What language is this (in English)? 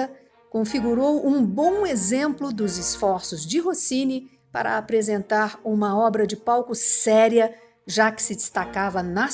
Portuguese